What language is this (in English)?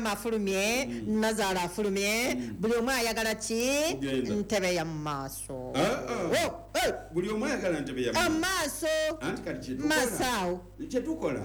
Ganda